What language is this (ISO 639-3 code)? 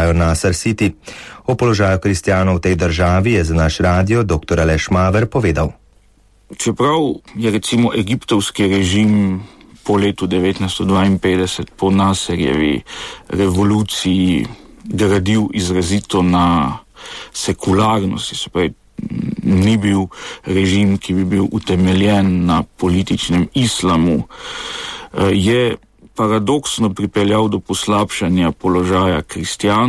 slv